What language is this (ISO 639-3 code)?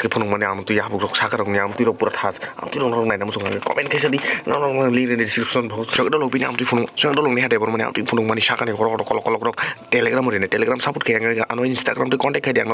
trp